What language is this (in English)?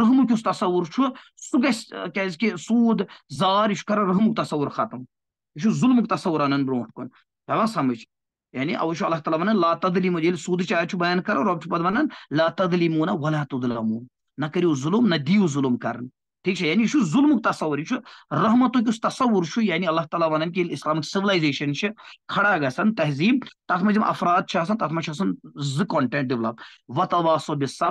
Kashmiri